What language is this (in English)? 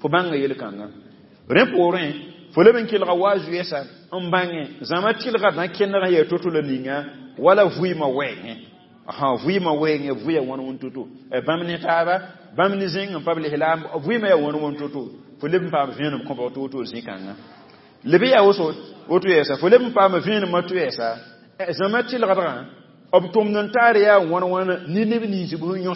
Mossi